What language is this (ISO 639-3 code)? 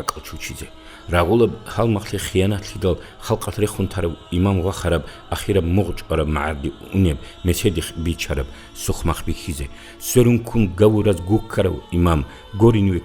ava